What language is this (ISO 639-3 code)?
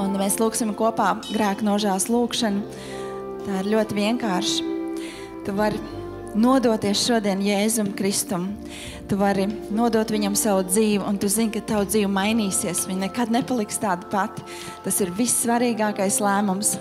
lav